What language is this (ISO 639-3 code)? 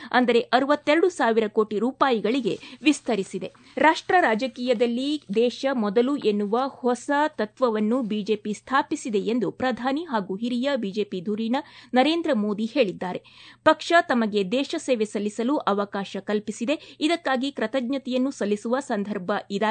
kan